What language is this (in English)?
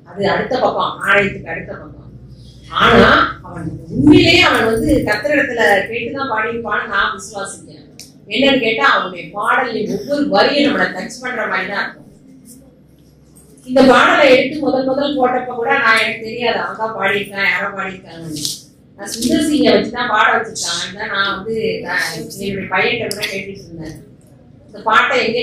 Tamil